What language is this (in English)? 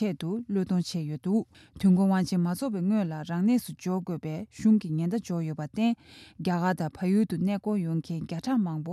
Tibetan